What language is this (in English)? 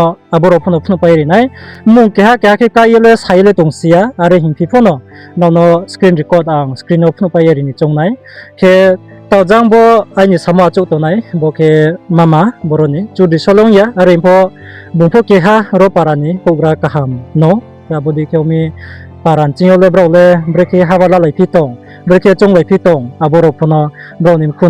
Riang (India)